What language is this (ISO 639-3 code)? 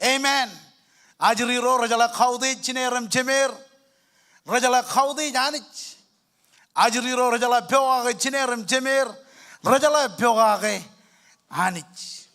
mah